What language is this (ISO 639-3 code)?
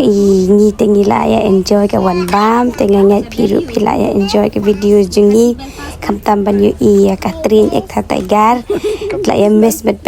kha